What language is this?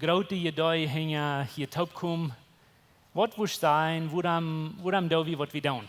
Plautdietsch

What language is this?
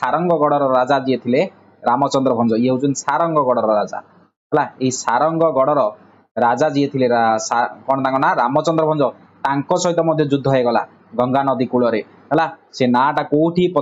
Odia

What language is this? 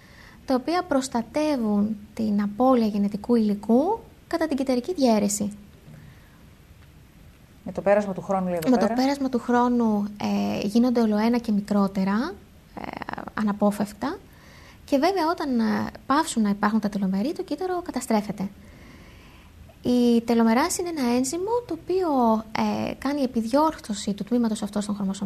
Greek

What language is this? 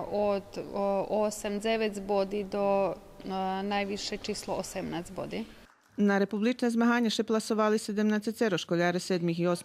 Rusyn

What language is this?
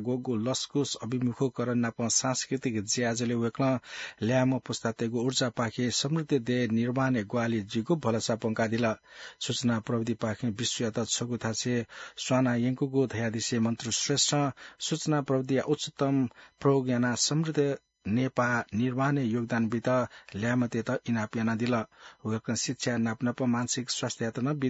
Newari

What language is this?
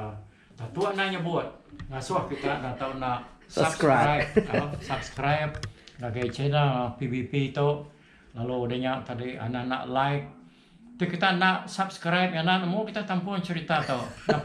Iban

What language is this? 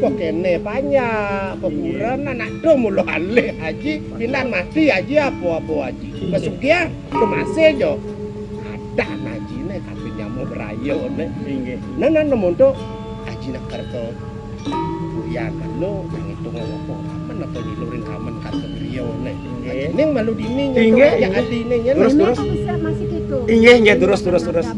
Balinese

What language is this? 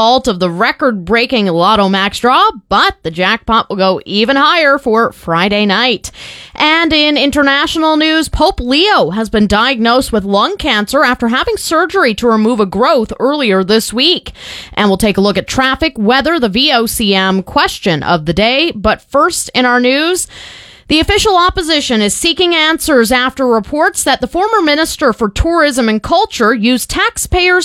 English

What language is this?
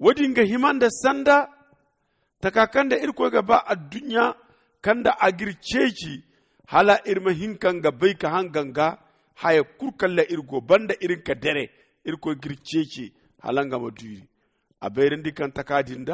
Zarma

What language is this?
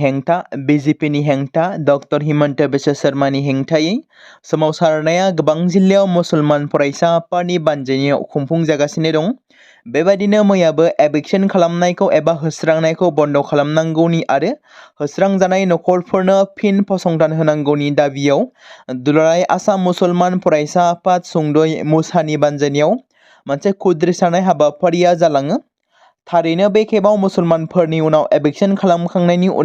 Bodo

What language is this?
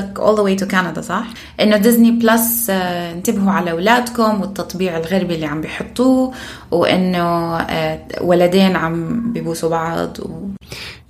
North Levantine Arabic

